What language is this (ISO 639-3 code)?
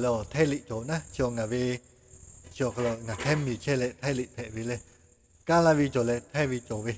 lhu